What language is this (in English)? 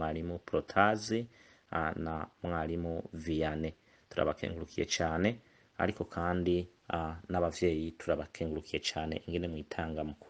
Rundi